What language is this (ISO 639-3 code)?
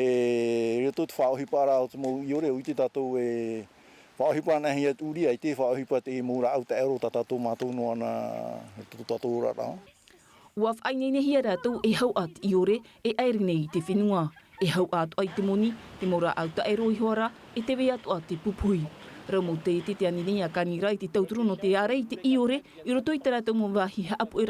tah